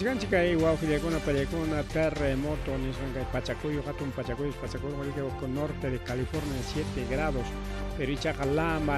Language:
Ayacucho Quechua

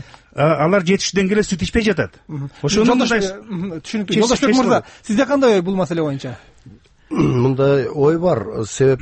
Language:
Kyrgyz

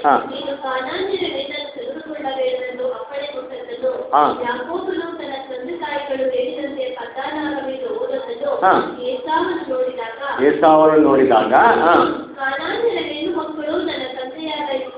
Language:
Kannada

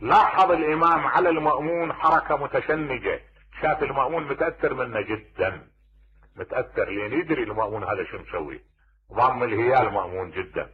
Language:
Mesopotamian Arabic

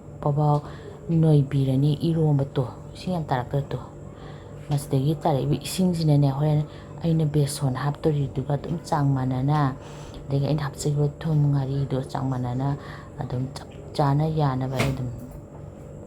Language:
Manipuri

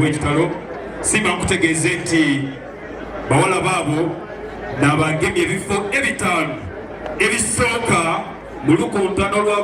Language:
Soga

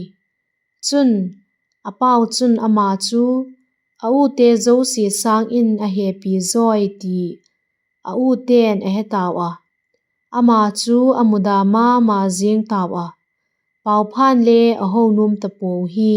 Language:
Vaiphei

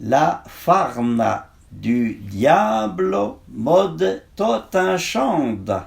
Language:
Arpitan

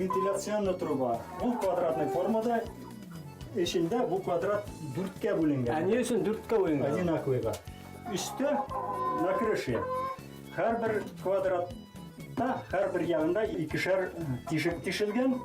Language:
Bashkir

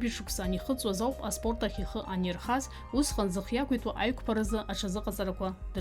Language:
Abkhazian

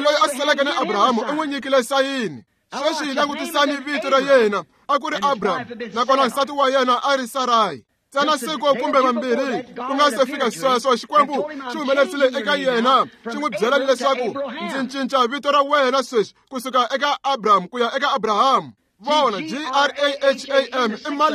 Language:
Tsonga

